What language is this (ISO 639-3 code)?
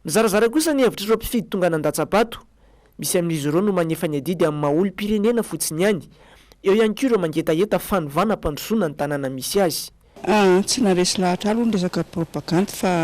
mlg